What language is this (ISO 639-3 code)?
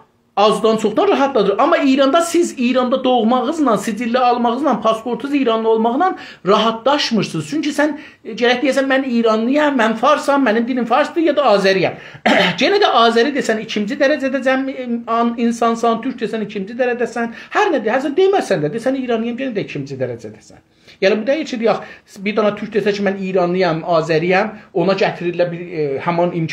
azb